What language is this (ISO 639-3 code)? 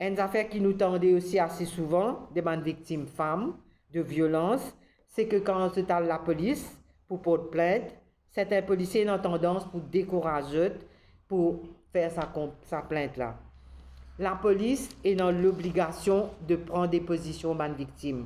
mfe